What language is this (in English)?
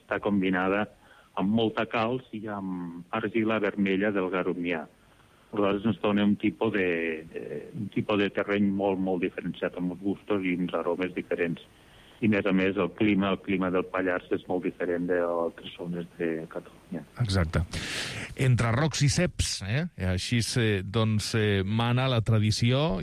Catalan